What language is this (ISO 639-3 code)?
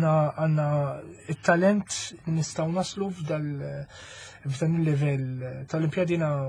mlt